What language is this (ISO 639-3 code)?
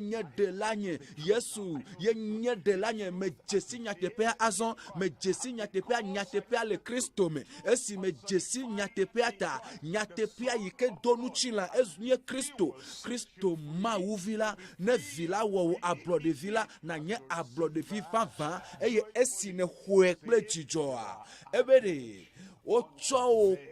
ewe